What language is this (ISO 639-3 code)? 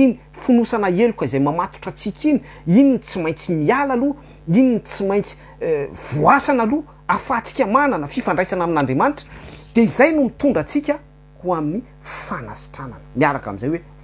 mlg